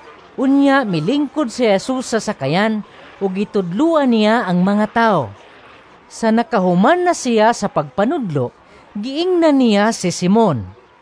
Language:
Cebuano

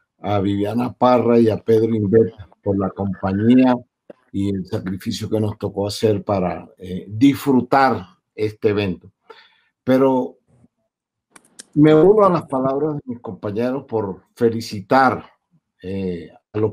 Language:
Spanish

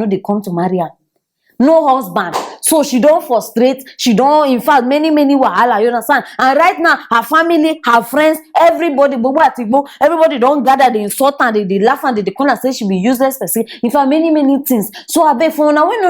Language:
Nigerian Pidgin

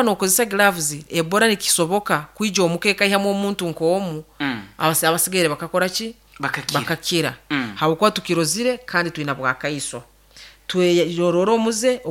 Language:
Nyoro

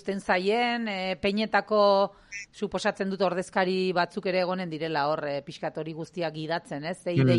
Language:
Basque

